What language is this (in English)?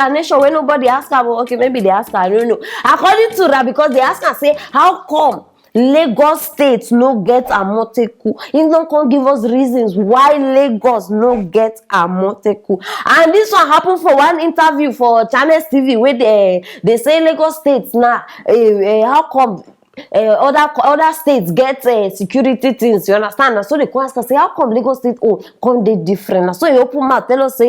Nigerian Pidgin